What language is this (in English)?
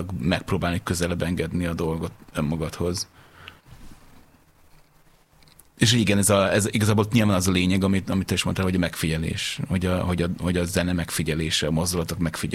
Hungarian